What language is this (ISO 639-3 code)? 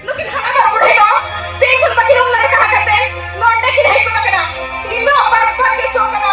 sat